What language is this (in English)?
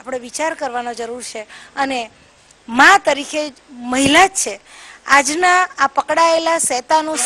Gujarati